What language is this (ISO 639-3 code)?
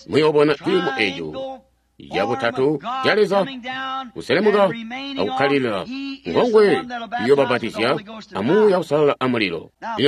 toi